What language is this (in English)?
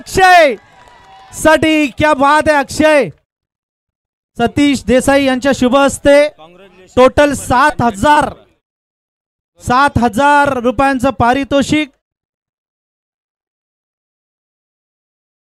Marathi